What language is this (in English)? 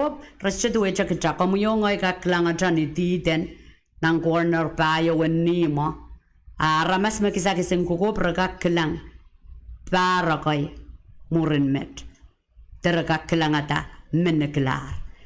Pohnpeian